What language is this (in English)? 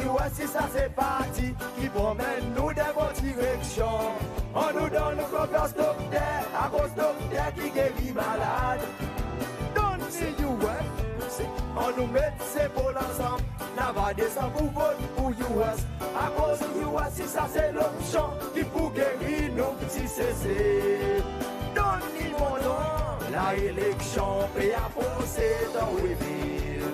Seselwa Creole French